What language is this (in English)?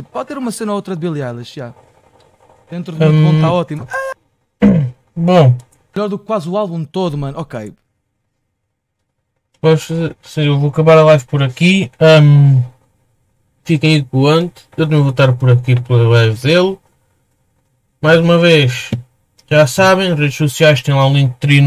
Portuguese